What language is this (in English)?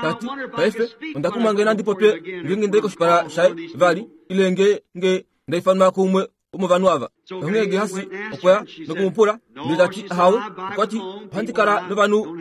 Kuanyama